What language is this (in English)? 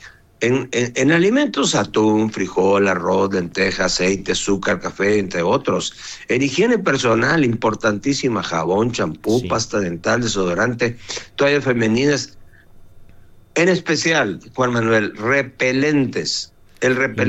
Spanish